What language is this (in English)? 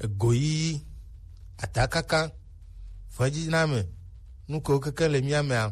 Gen